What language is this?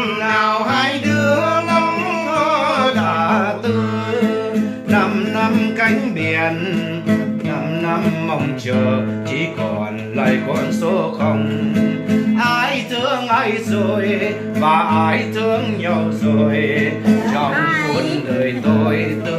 Vietnamese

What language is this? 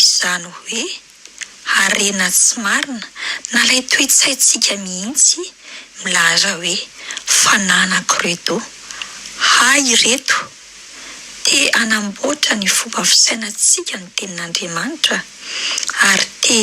Malagasy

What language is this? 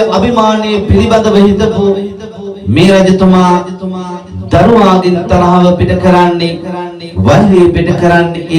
Sinhala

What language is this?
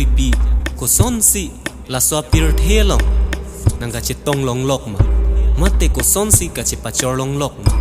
Karbi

